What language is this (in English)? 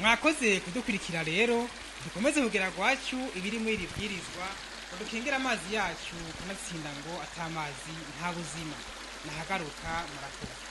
Rundi